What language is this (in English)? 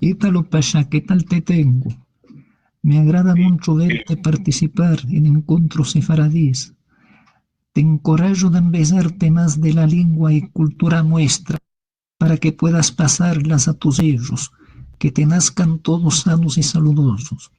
Ladino